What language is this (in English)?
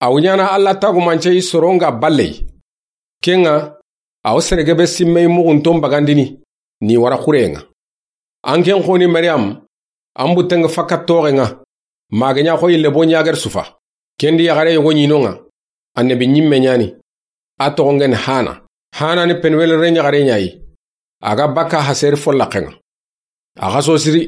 Soninke